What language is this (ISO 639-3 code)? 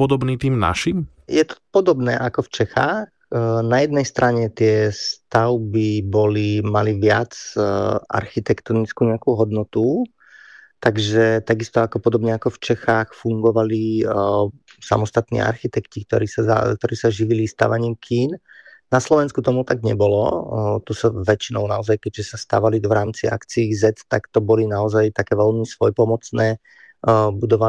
slk